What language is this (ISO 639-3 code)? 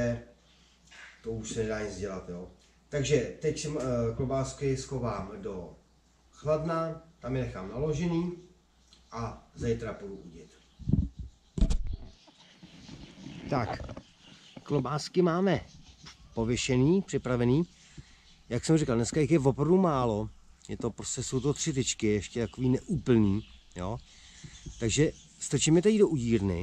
ces